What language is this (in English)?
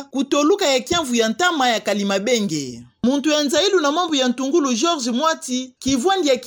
Kituba (Democratic Republic of Congo)